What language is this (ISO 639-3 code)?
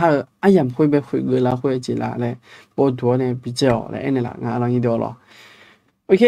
ahk